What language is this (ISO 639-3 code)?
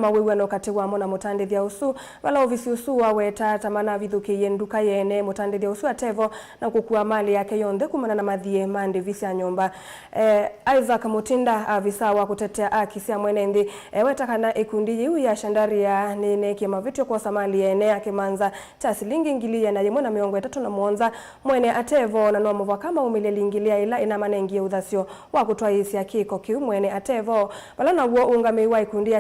kam